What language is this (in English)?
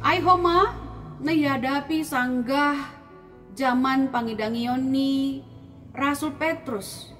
Batak Simalungun